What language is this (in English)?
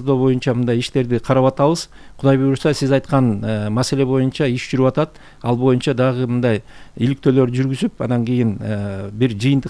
Kyrgyz